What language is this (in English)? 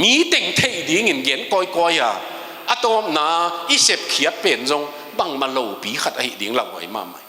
Tedim Chin